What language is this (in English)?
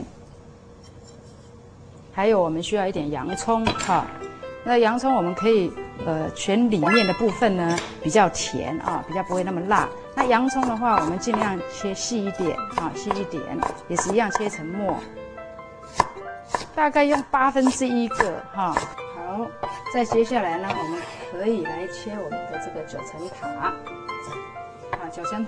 Chinese